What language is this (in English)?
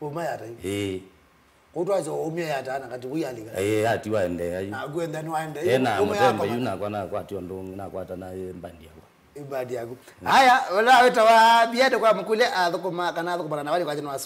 Kamba